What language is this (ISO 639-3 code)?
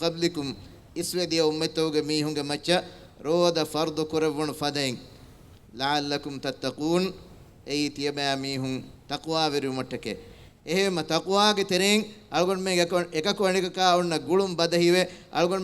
div